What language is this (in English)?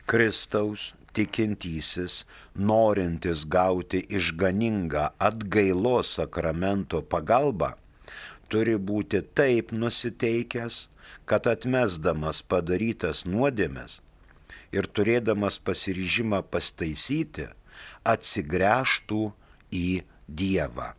Lithuanian